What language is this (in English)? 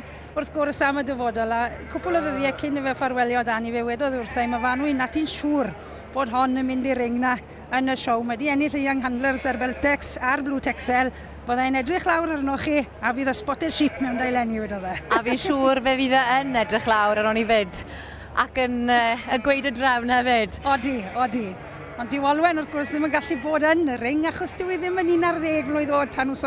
Welsh